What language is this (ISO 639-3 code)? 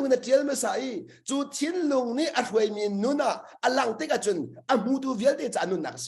cnh